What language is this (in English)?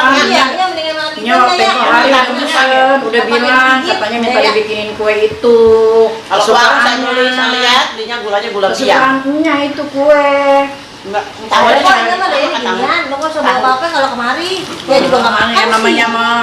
Betawi